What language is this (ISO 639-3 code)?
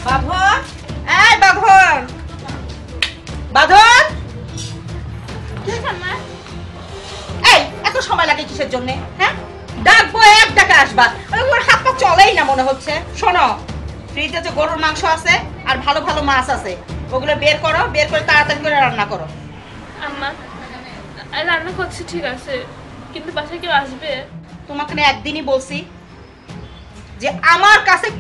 ben